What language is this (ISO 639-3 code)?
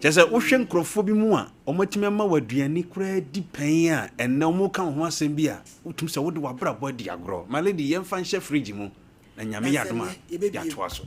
aka